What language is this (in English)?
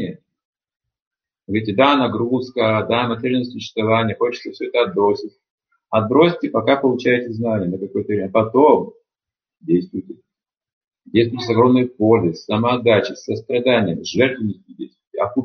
Russian